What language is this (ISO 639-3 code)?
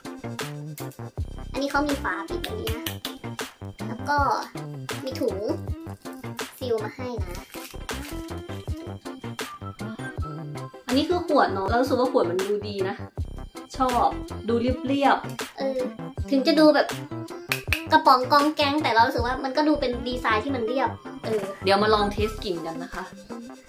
tha